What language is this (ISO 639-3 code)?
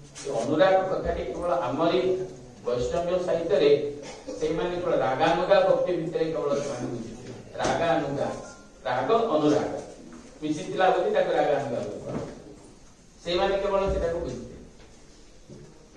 ori